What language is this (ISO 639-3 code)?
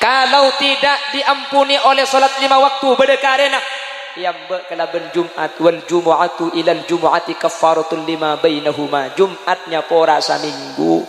mad